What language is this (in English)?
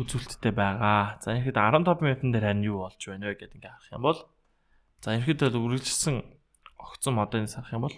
Mongolian